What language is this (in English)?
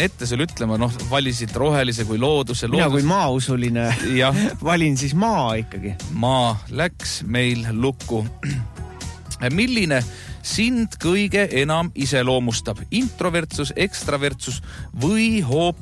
Estonian